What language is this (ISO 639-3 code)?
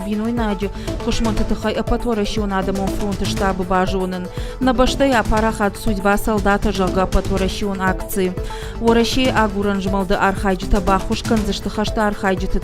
oss